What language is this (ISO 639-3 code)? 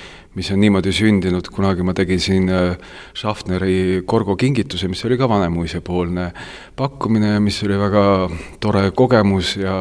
est